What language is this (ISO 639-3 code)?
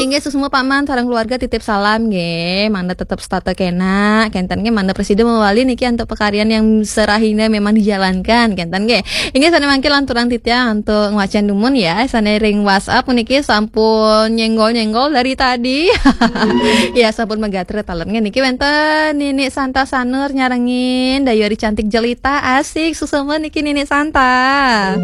ban